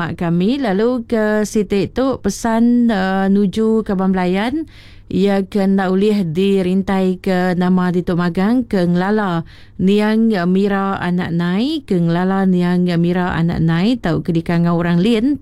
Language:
Iban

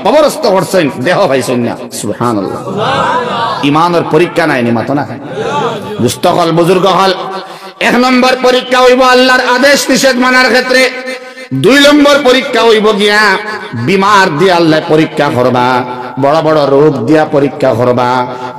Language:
Sylheti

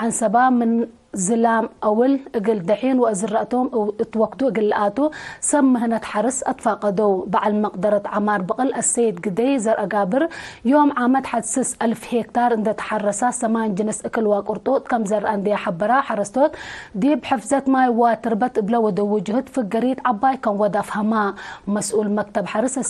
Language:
Tigre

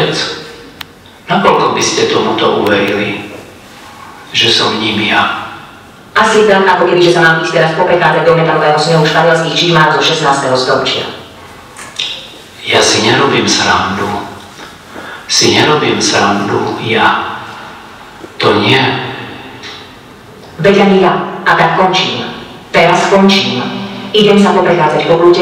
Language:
Slovak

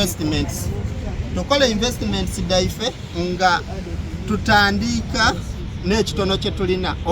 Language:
Soga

